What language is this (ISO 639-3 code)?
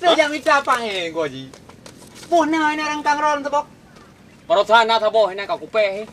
ace